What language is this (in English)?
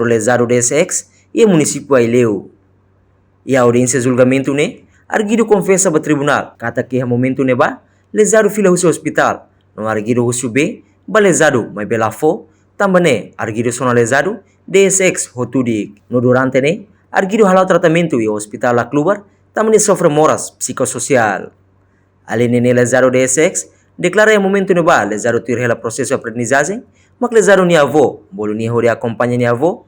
Tetum